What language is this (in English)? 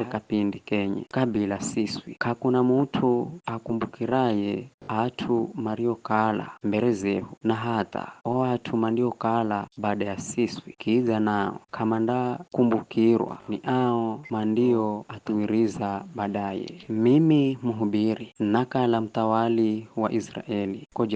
Giryama